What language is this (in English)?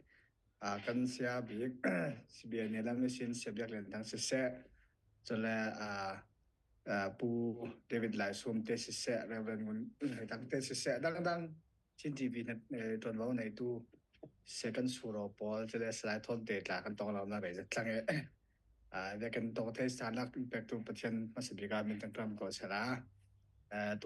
Falam Chin